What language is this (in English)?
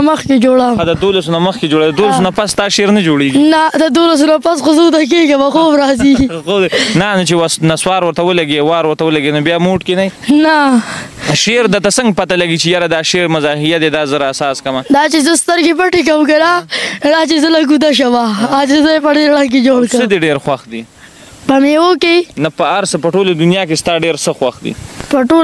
Pashto